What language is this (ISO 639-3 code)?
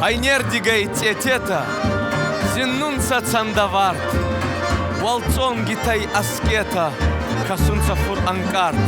oss